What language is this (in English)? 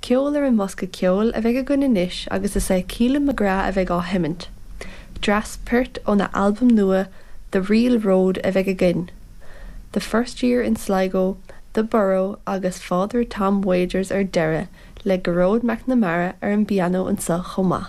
Irish